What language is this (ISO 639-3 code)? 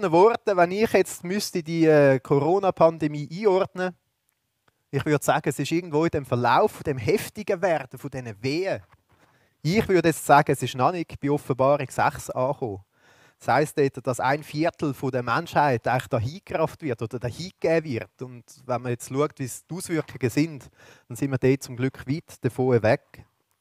gsw